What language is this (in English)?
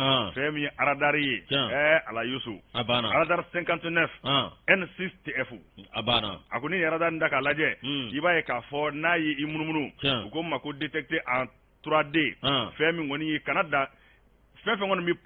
Bambara